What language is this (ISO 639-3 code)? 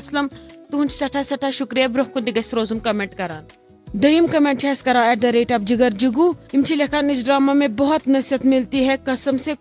kas